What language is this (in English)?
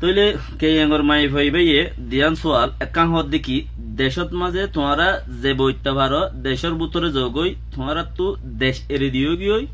Rohingya